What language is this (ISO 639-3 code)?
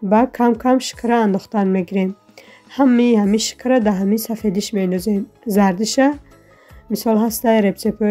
tgk